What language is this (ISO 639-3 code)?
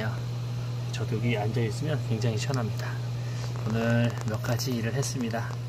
kor